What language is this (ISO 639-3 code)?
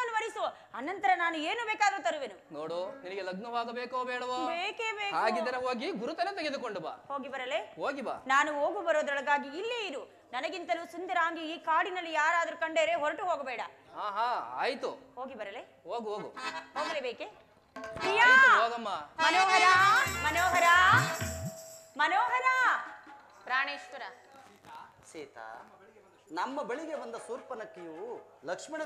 kan